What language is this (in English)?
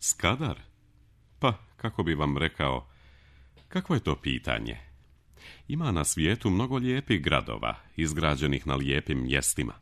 Serbian